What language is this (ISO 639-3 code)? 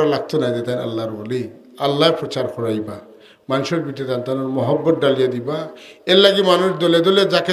syl